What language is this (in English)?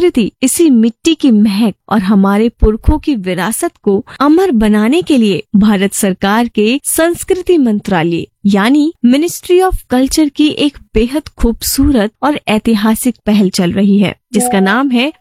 Hindi